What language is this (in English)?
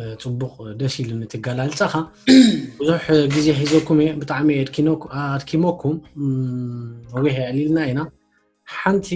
Tigrinya